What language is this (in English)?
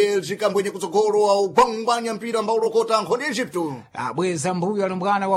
Sena